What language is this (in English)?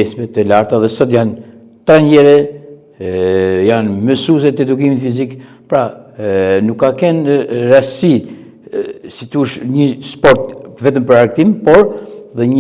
Albanian